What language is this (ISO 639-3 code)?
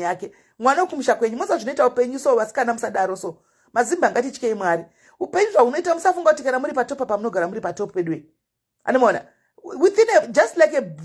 sna